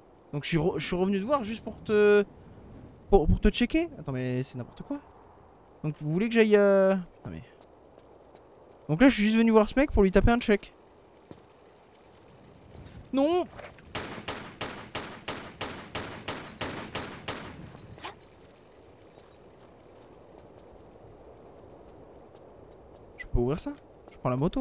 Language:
French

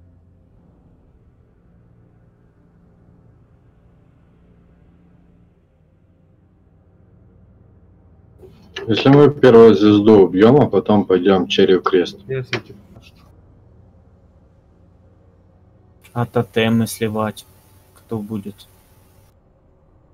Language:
Russian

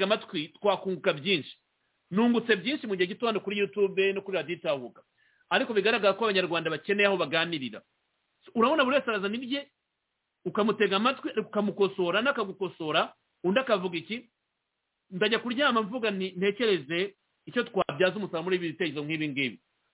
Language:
Kinyarwanda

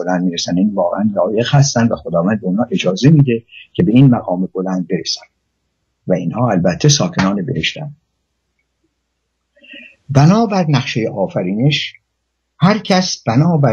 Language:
Persian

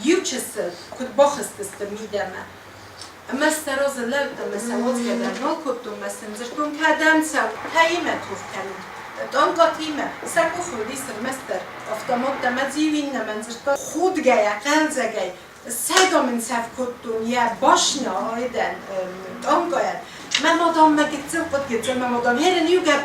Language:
Ossetic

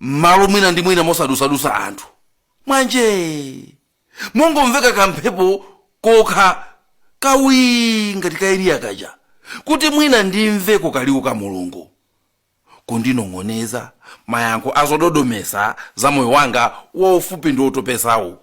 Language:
Nyanja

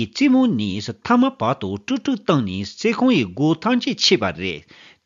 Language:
Tibetan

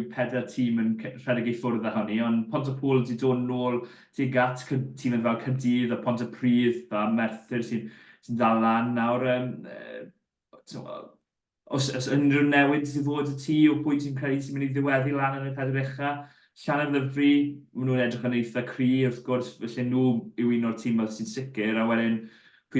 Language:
Welsh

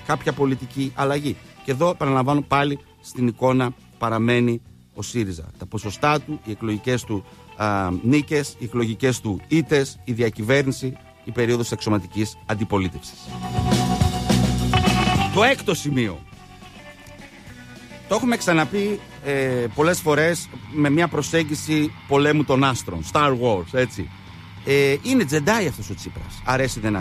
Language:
Greek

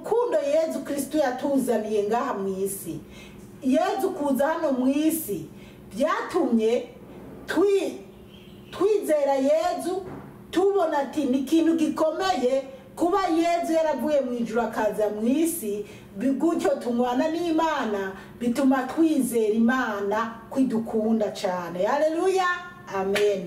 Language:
Rundi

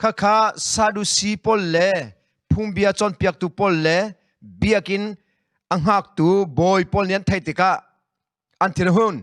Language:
Hakha Chin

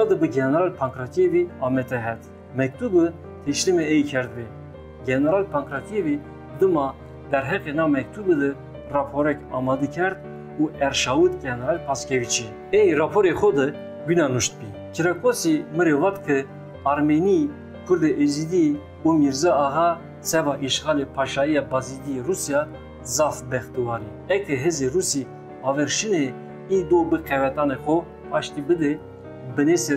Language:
Zaza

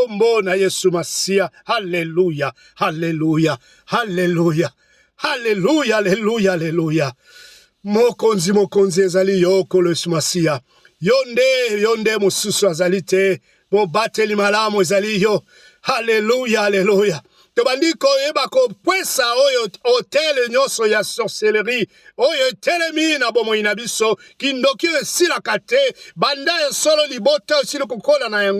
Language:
Lingala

